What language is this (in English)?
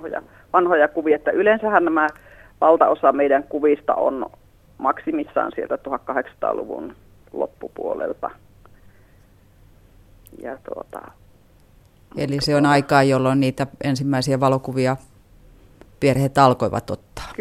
Finnish